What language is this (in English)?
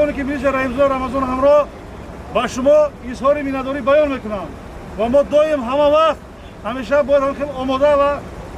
Tajik